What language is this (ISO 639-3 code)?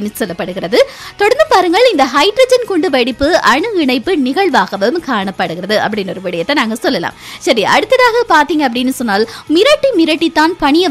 tam